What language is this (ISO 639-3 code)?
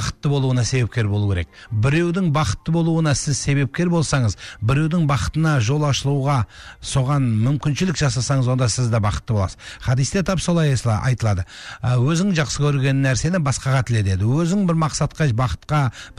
kaz